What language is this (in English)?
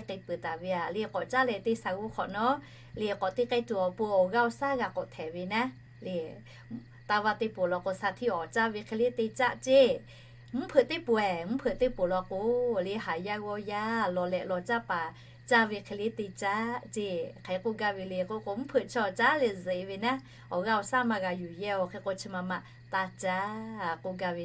Lahu